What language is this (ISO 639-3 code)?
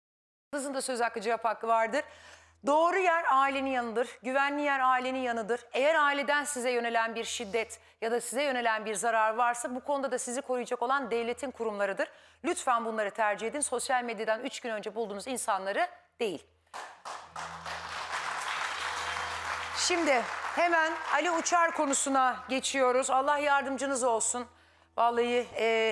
tur